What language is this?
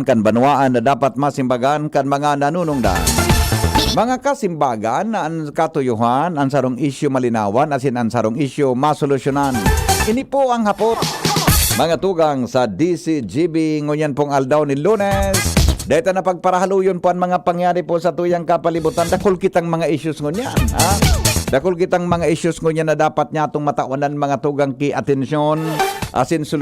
Bikol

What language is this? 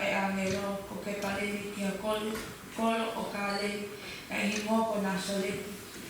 Tongan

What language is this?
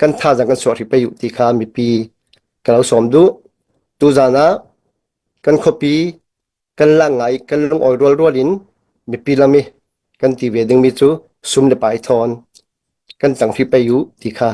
Hakha Chin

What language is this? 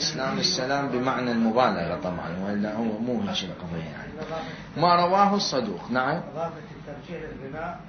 Mesopotamian Arabic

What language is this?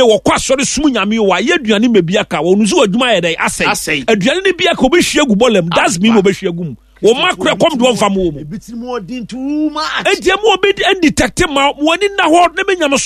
Akan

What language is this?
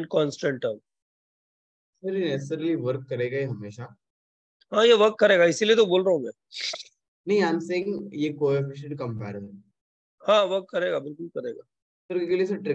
Hindi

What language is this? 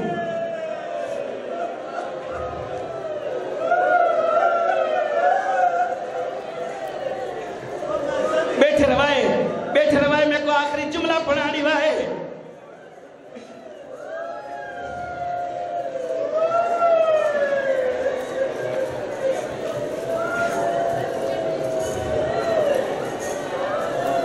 Urdu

